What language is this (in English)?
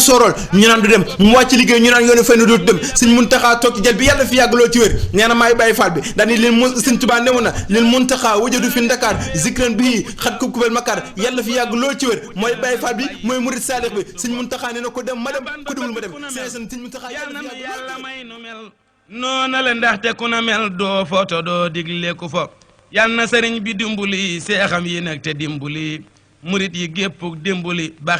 Wolof